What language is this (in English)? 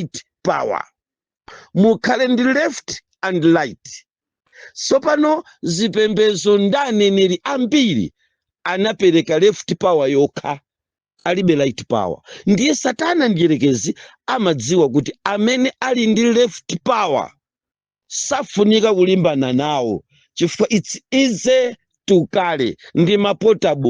Nyanja